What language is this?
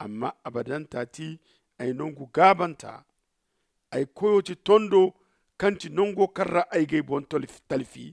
Zarma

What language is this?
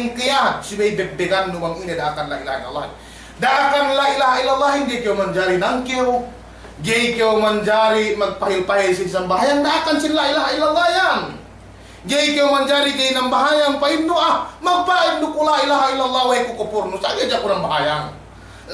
Yakan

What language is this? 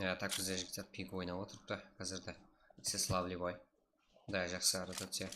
Kara-Kalpak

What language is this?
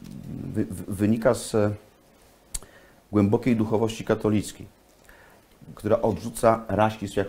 Polish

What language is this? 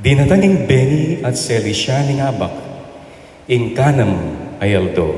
Pampanga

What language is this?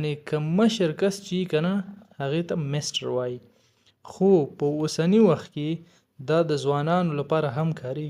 Pashto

